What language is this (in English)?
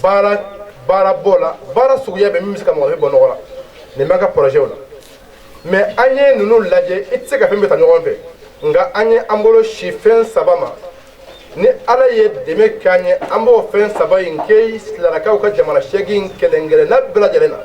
Bambara